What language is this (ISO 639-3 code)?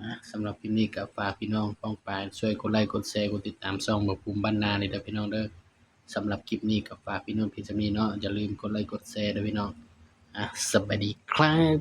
tts